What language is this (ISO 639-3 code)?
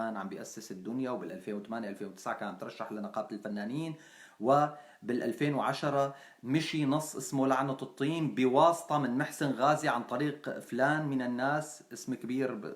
apc